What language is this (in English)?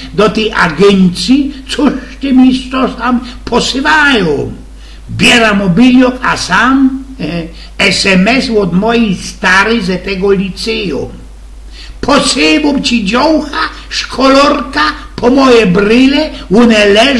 Silesian